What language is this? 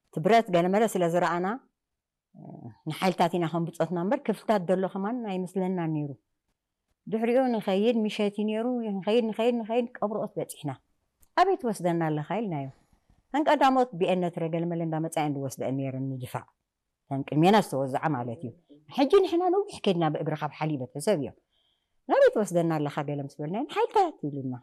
Tigrinya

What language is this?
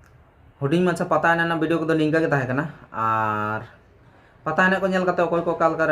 Santali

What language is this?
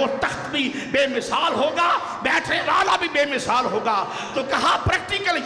Urdu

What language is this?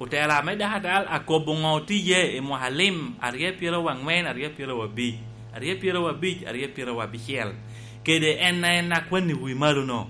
Lango (Uganda)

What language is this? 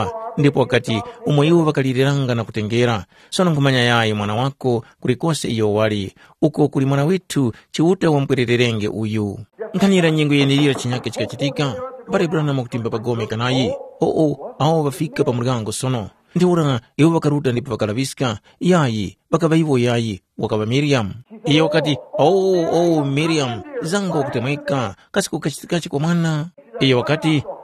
Tumbuka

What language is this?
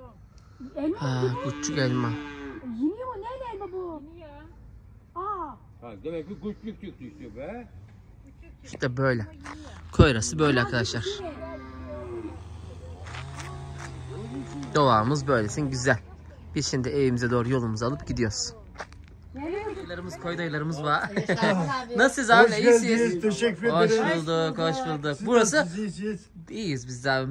Turkish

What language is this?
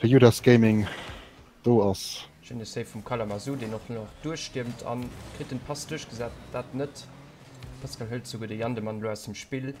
Luxembourgish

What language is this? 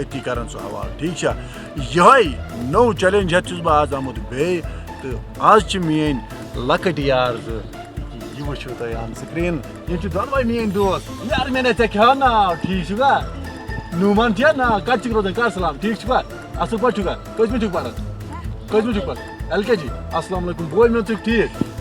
Kashmiri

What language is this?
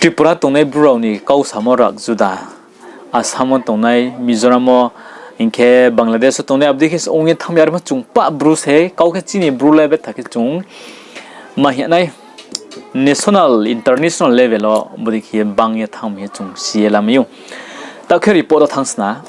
Riang (India)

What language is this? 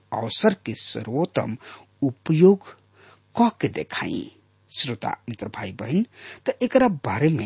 Bhojpuri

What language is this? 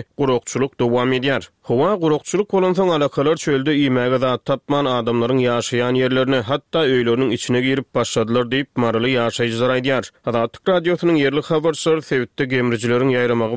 Turkmen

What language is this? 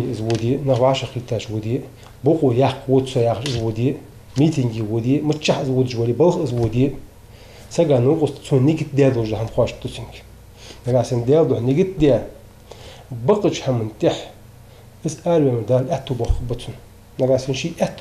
Ingush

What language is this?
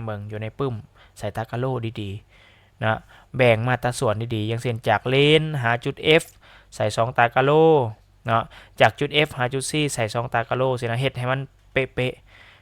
Lao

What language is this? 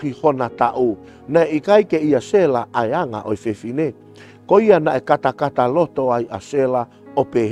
Tongan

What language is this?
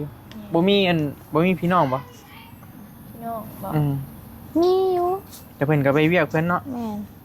Northeastern Thai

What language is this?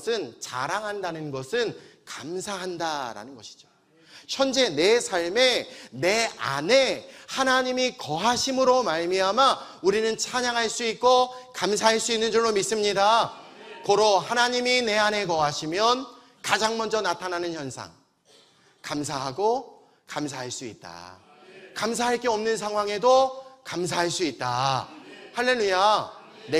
Korean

